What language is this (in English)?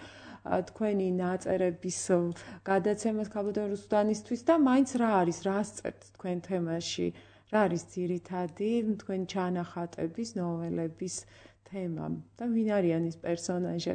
Georgian